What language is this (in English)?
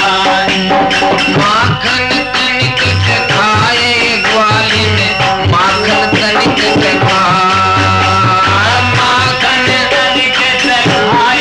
Hindi